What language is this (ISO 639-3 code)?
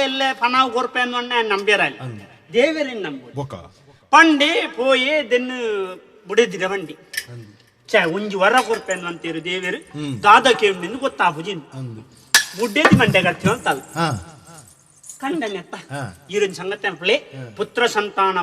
tcy